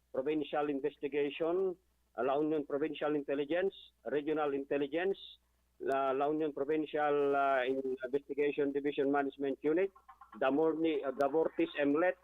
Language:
Iloko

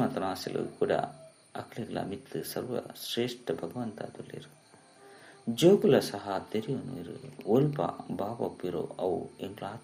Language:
Tulu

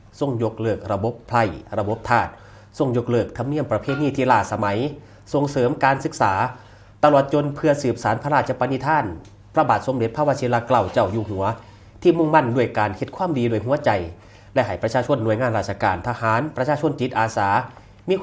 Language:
Northeastern Thai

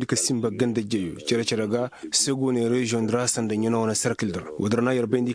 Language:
Koyraboro Senni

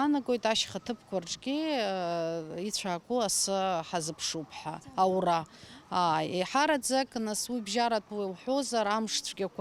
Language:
Abkhazian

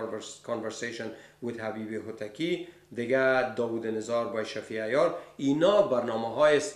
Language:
Persian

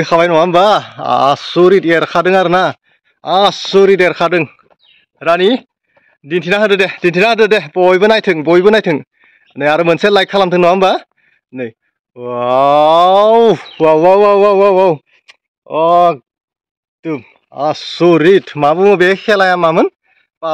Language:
Bodo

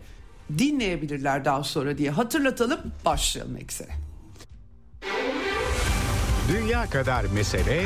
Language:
Turkish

